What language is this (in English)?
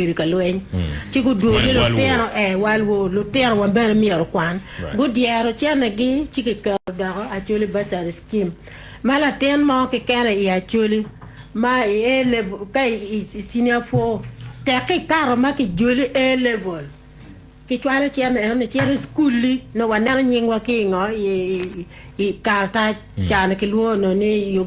Acoli